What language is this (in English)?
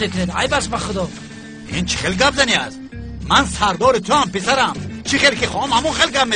Tajik